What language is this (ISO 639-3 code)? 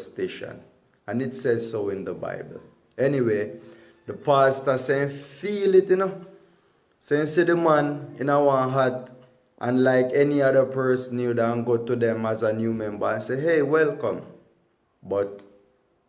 jam